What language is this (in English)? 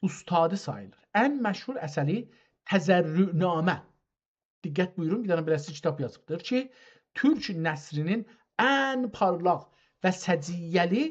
South Azerbaijani